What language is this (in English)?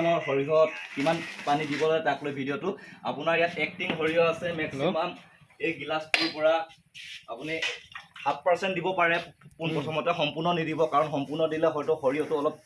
Assamese